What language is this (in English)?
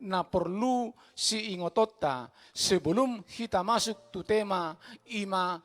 Batak Toba